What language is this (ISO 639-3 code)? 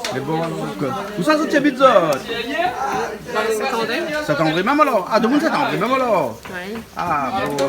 rcf